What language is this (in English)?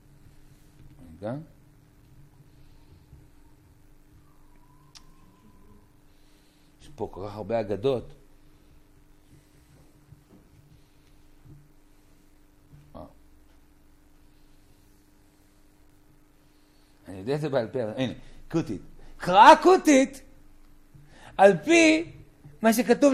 Hebrew